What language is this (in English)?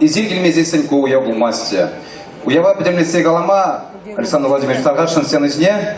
Chuvash